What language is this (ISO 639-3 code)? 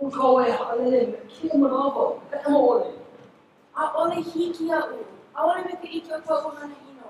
haw